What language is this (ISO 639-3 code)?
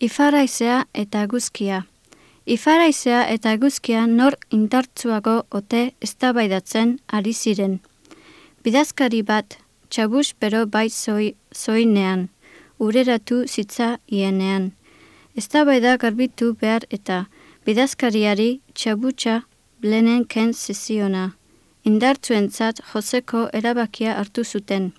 eus